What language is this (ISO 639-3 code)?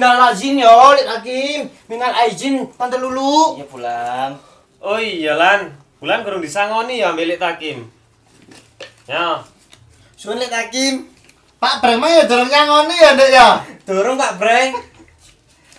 jav